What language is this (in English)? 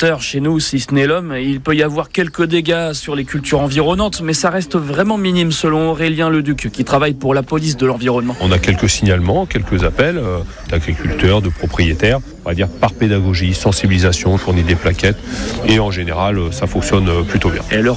French